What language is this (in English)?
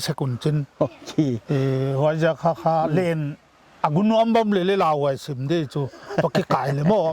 Paite Chin